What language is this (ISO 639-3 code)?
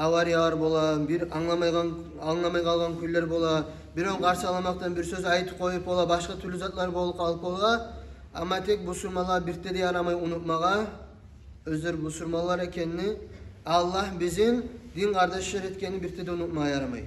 kum